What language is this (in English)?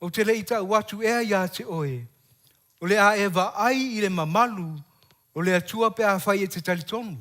Samoan